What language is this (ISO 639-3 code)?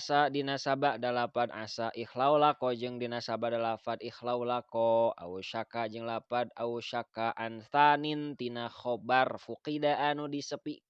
sun